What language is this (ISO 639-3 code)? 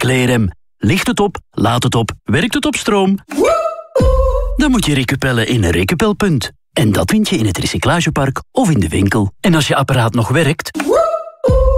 nld